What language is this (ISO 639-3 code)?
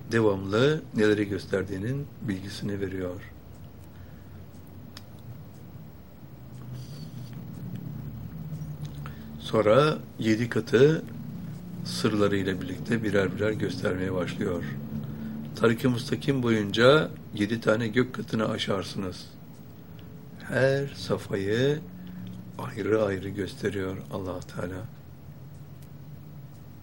tur